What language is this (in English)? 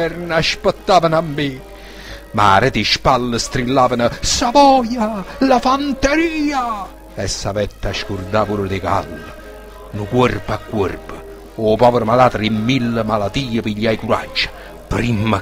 Neapolitan